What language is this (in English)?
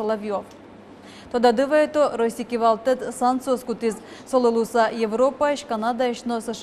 Udmurt